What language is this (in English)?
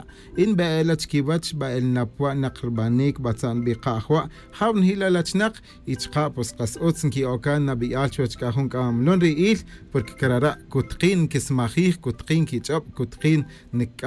Tz'utujil